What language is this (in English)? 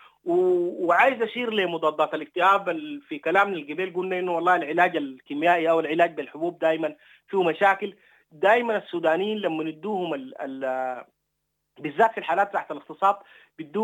Sudanese Arabic